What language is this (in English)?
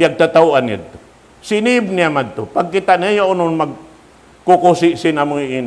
Tausug